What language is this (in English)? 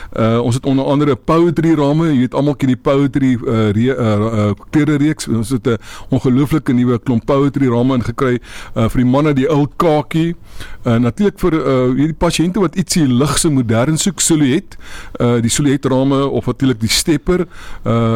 Afrikaans